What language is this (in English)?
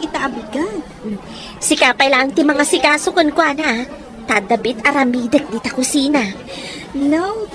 Iloko